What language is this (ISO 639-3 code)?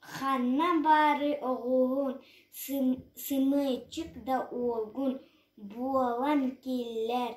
sah